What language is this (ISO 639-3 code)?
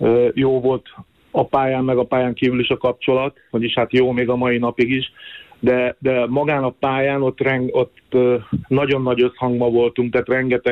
hun